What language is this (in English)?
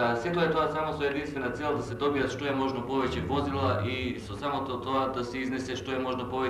Macedonian